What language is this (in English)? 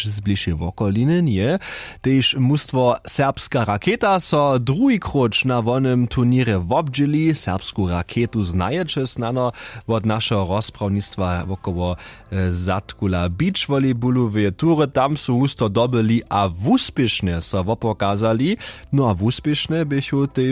Upper Sorbian